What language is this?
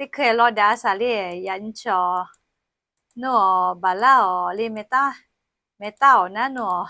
Lahu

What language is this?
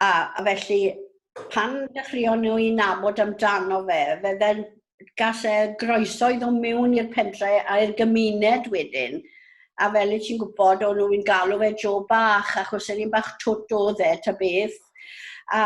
Welsh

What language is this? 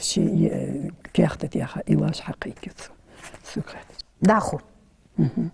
Ingush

